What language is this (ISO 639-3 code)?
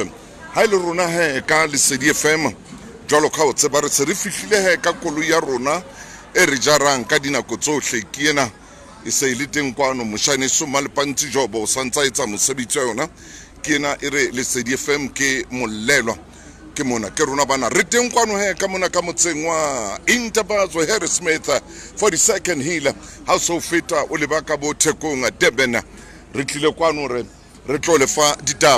sot